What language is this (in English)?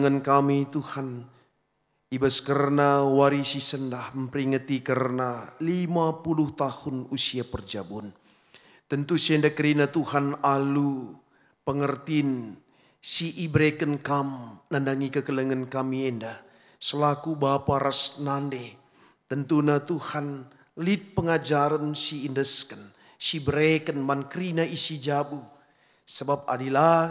Batak Karo